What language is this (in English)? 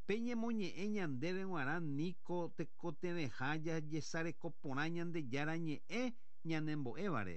Guarani